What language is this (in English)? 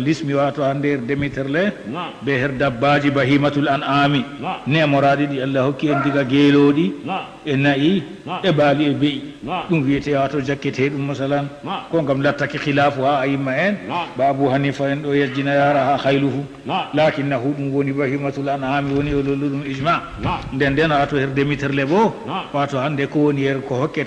Fula